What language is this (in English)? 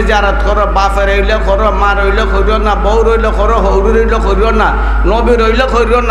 Sylheti